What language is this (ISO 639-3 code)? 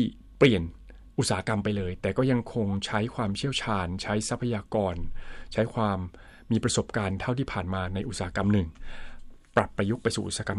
tha